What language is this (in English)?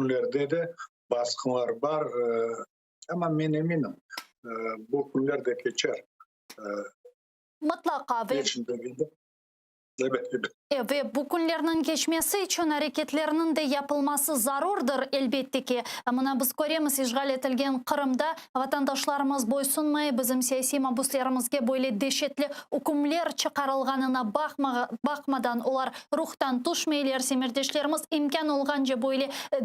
Crimean Tatar